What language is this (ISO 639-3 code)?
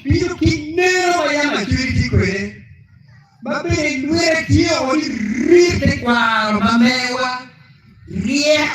ach